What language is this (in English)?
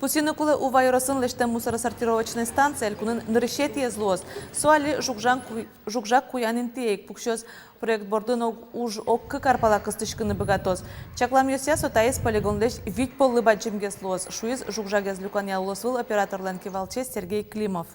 Udmurt